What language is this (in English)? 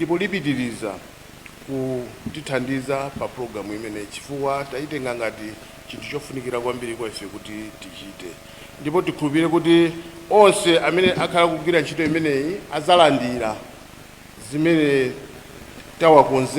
Nyanja